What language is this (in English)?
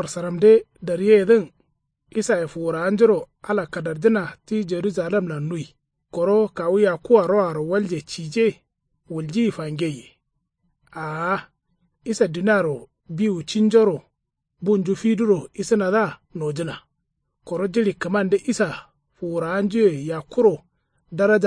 Kanuri